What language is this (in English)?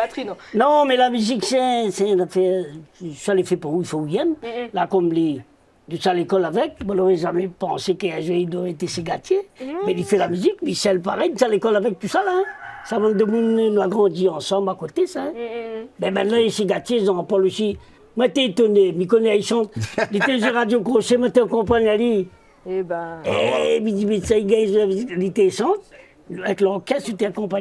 Réunion Creole French